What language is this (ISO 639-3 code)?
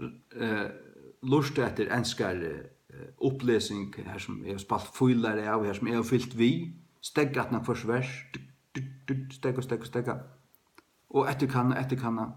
fao